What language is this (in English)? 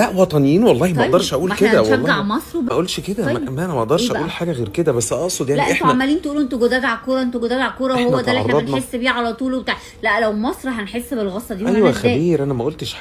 Egyptian Arabic